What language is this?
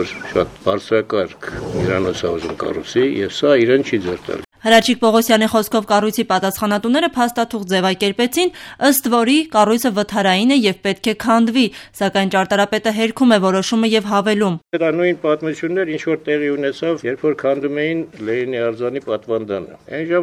Armenian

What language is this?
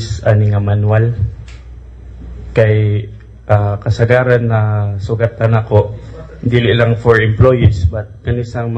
Cebuano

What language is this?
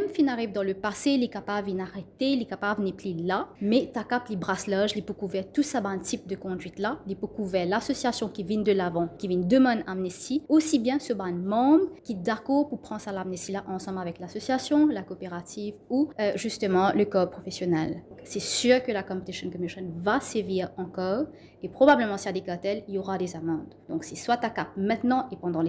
Morisyen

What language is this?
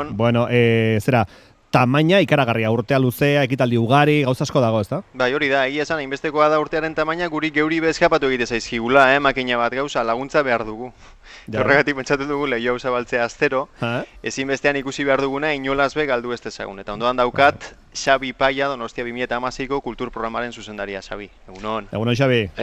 Basque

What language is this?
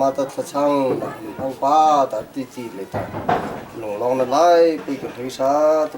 Hakha Chin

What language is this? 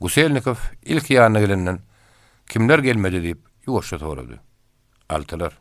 Turkmen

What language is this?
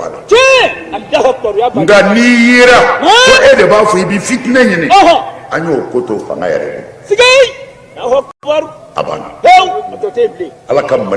Bambara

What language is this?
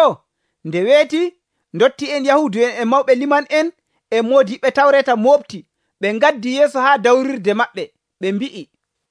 Nigerian Fulfulde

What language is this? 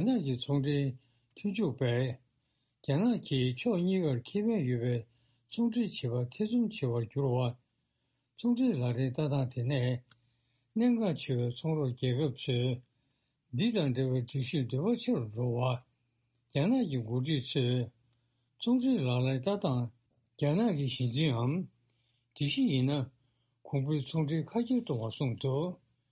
Tibetan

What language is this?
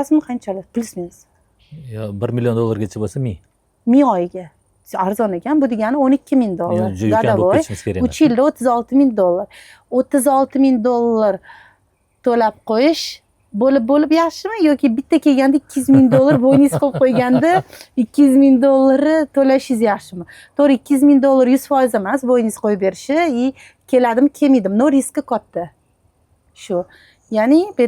Uzbek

